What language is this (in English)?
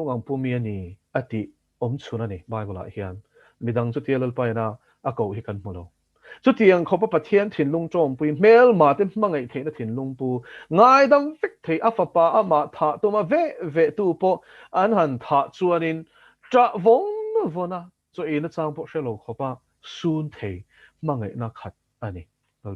Mizo